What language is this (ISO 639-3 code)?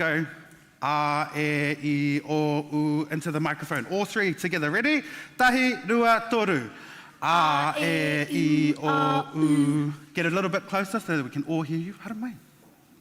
mri